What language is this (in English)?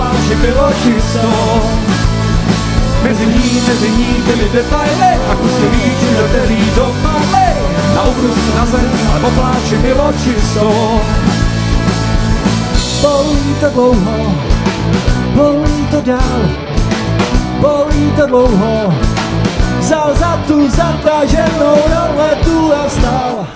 Czech